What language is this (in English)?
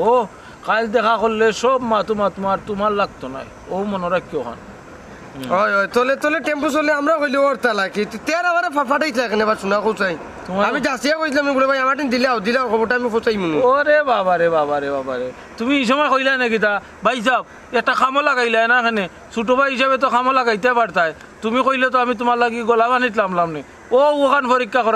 Sylheti